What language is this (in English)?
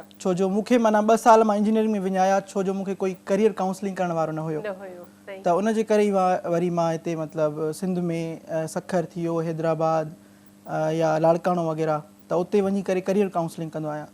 Sindhi